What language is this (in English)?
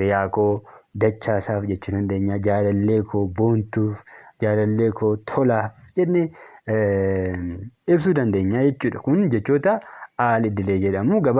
Oromo